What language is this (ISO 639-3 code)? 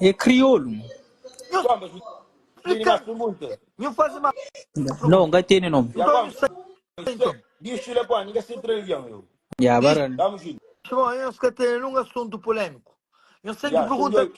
kea